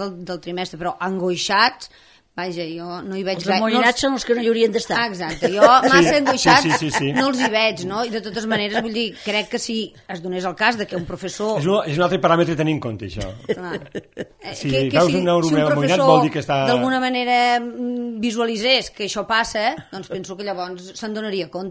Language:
Catalan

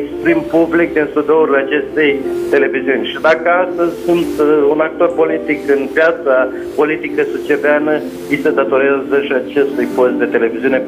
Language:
Romanian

